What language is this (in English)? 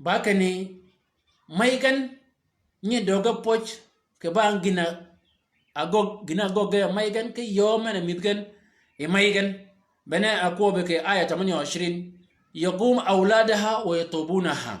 Shilluk